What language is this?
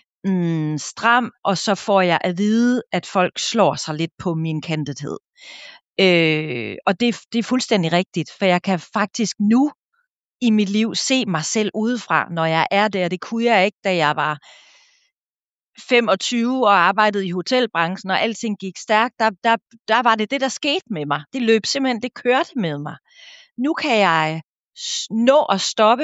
Danish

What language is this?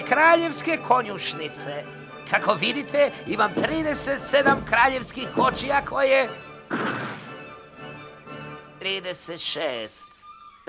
Croatian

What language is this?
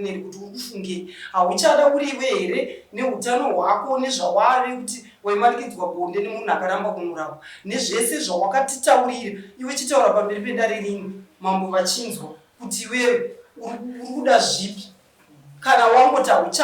Shona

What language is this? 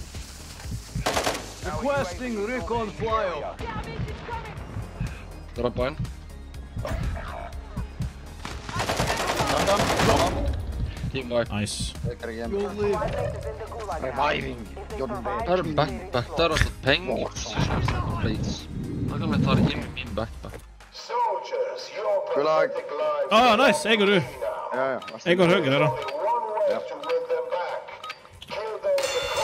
Norwegian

